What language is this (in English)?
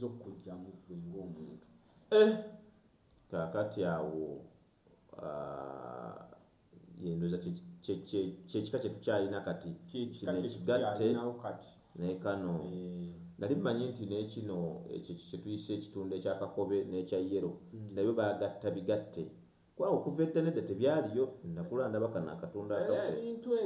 Ganda